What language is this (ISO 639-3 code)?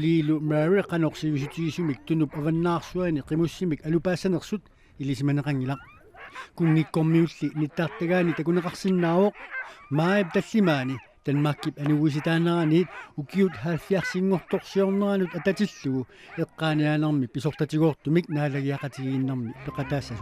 kal